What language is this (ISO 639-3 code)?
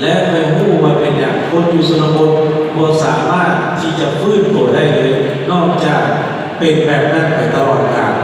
lao